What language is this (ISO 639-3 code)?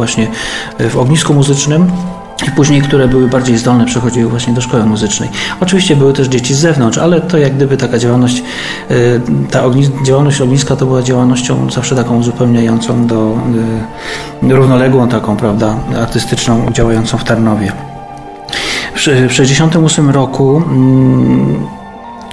pol